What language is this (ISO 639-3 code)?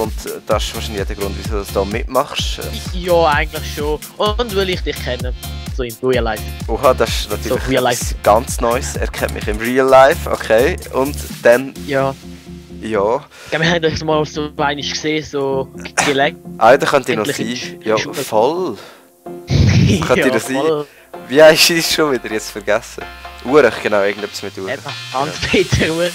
gsw